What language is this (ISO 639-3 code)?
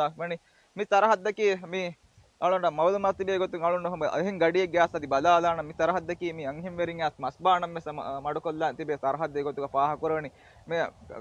div